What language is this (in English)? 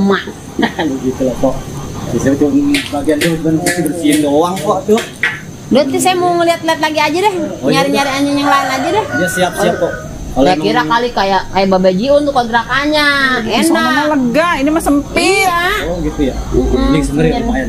Betawi